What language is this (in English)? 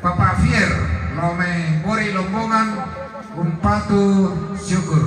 Toraja-Sa'dan